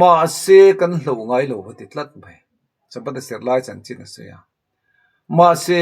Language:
Mizo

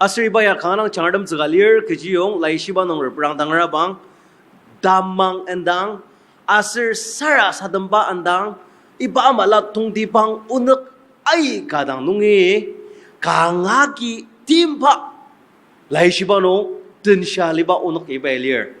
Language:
Ao Naga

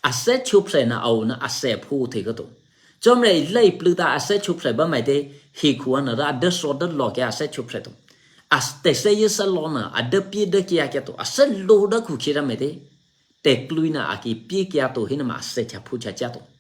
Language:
Eastern Kayah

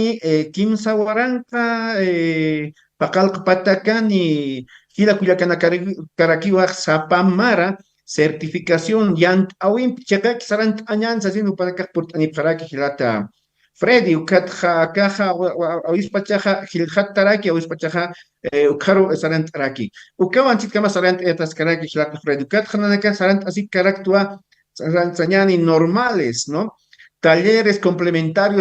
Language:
Aymara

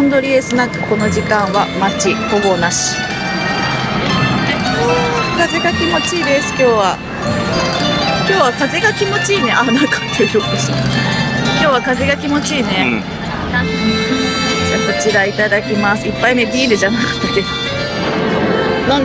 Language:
Japanese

